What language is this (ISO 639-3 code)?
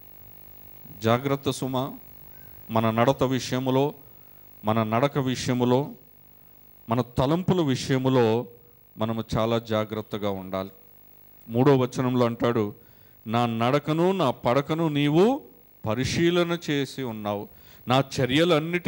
tel